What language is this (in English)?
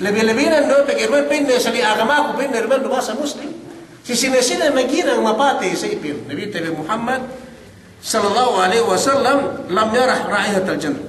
Yakan